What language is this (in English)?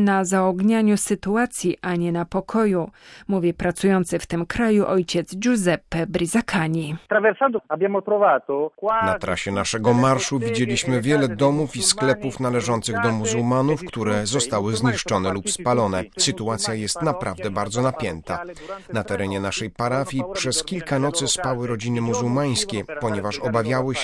Polish